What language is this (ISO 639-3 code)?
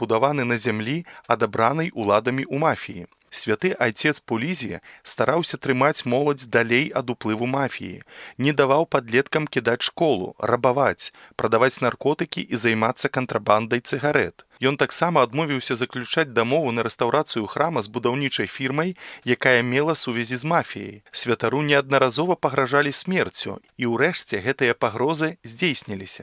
bel